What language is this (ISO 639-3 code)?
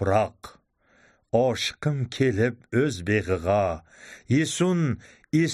uig